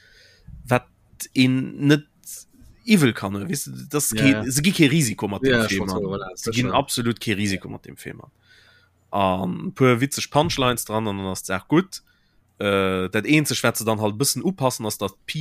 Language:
Luxembourgish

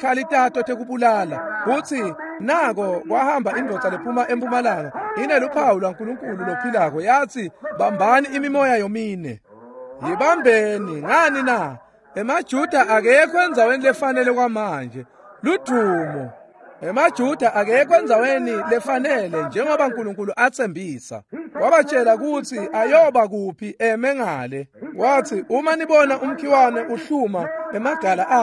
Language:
Swati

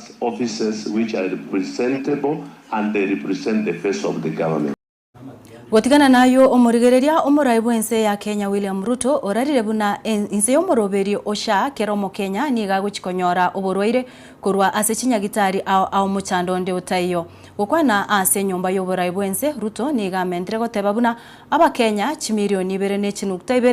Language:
Gusii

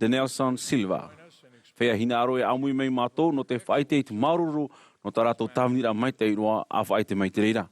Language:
Tahitian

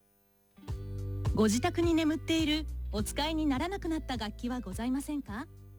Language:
Japanese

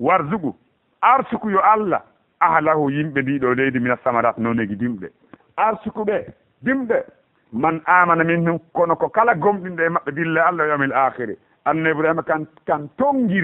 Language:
Fula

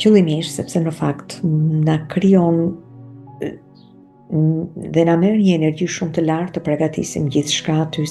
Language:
Albanian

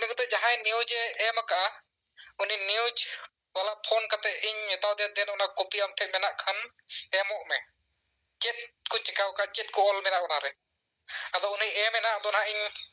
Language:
Santali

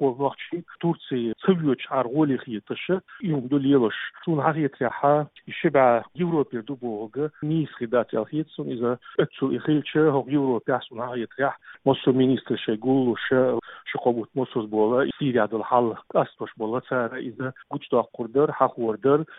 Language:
Chechen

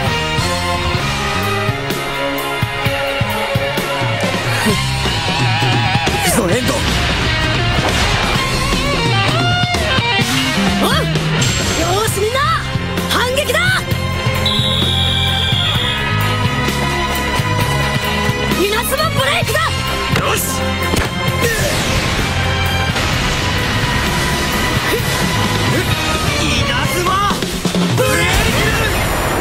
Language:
Japanese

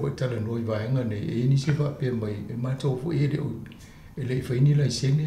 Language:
Samoan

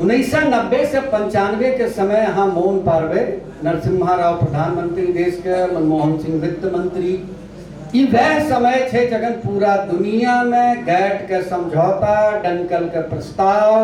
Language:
Maithili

